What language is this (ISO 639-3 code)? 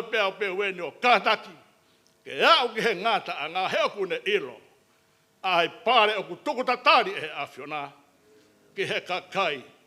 ton